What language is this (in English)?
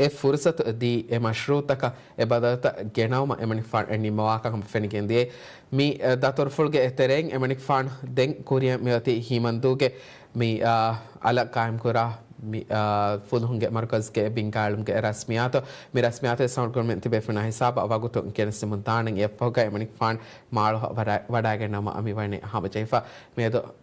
Divehi